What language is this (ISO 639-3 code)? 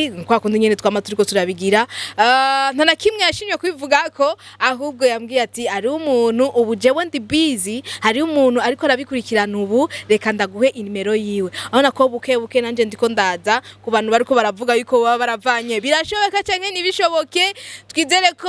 run